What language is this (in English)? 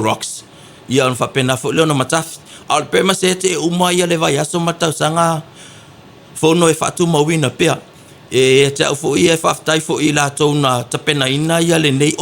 Samoan